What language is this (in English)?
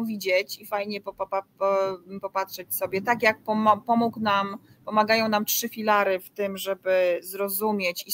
Polish